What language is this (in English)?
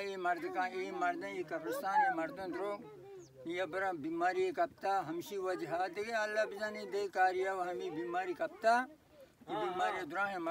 Baluchi